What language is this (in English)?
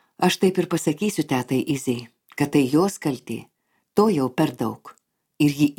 Lithuanian